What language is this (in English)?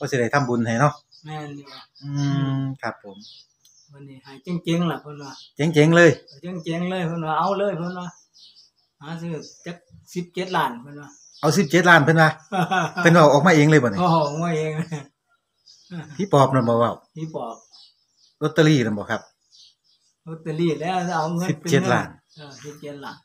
Northeastern Thai